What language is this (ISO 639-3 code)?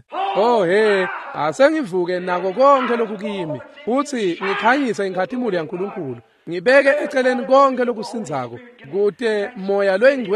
ssw